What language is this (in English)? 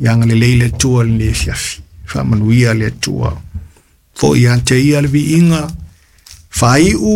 Samoan